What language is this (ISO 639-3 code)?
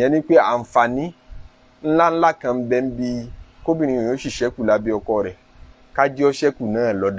yor